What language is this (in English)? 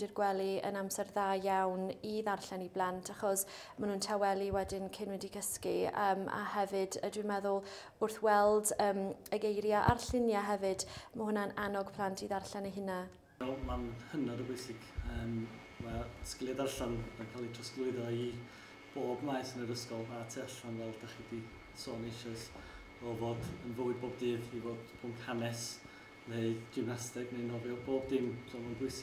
Welsh